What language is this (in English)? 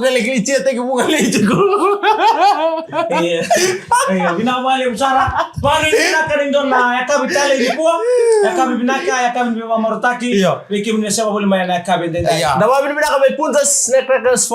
Fijian